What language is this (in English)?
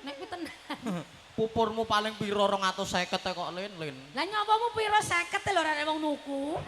Javanese